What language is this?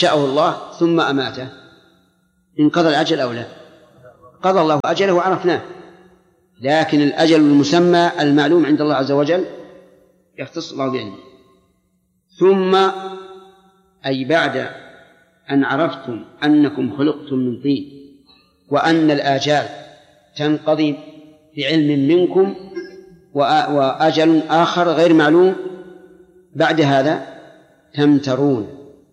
Arabic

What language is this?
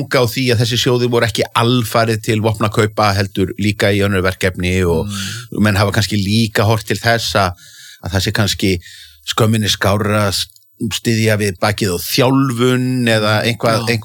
Icelandic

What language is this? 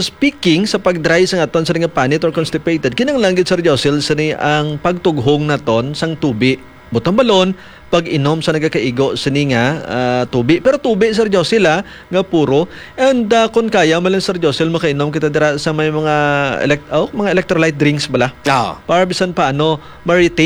Hiligaynon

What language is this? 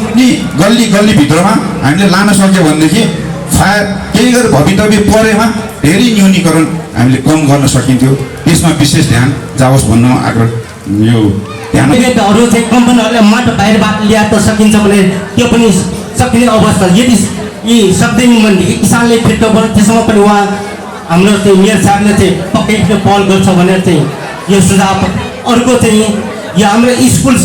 Nepali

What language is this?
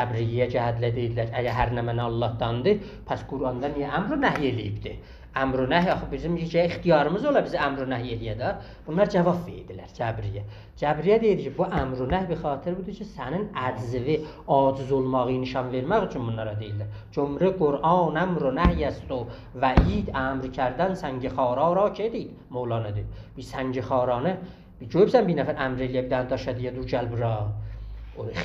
South Azerbaijani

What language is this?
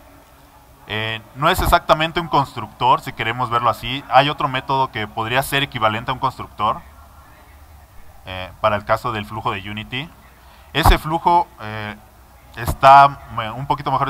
Spanish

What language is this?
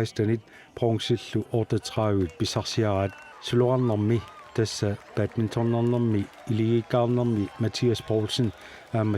Kalaallisut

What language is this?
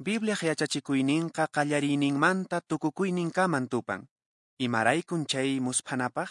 Quechua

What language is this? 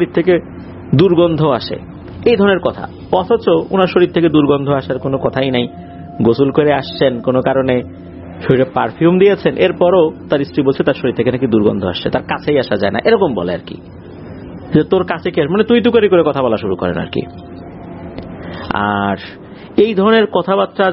Bangla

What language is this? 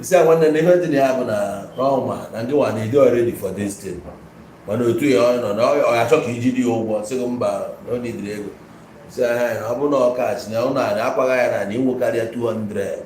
Igbo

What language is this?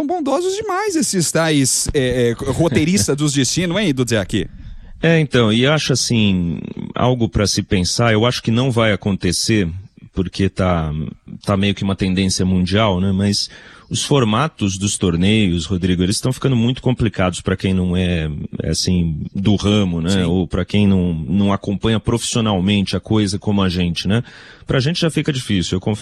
Portuguese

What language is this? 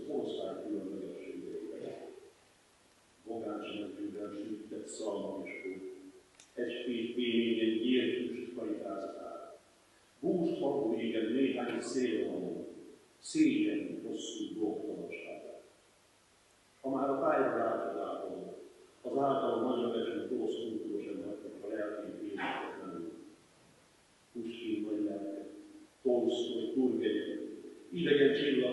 Hungarian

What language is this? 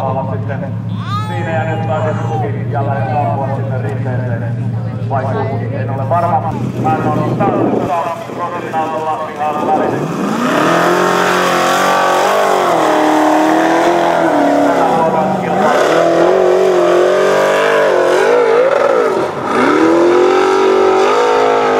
Finnish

